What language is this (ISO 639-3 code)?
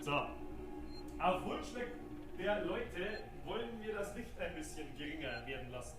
bar